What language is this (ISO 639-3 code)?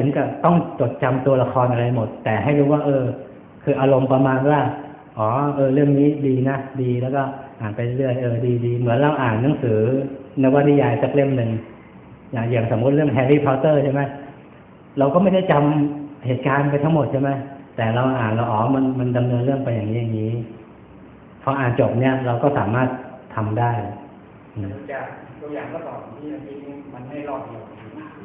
tha